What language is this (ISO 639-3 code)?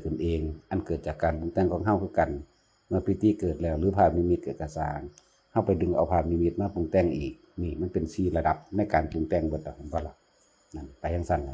tts